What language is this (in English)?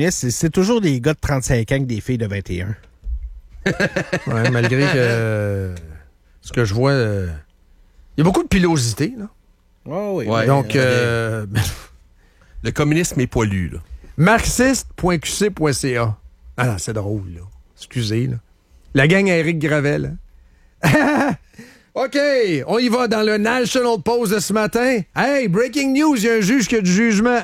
French